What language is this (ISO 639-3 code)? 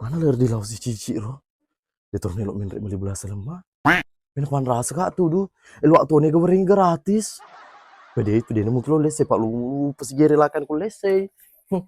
bug